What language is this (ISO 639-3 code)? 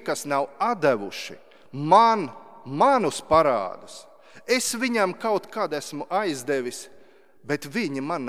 lav